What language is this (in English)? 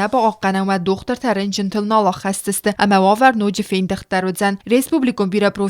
Ossetic